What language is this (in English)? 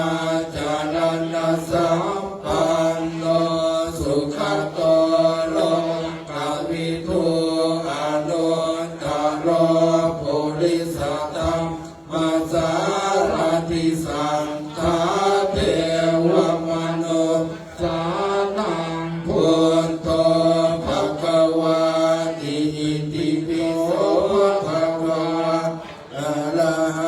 Pali